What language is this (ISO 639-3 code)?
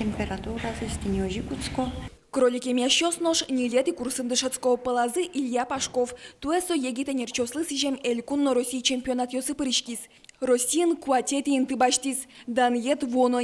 udm